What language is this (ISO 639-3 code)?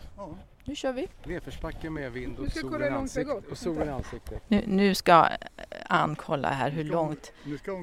swe